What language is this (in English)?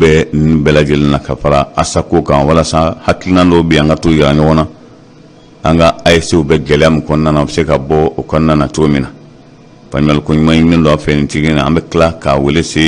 Bambara